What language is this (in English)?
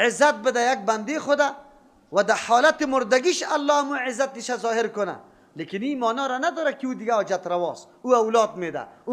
Persian